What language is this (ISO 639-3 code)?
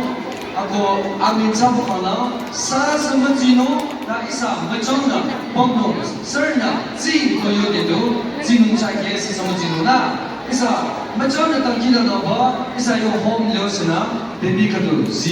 nag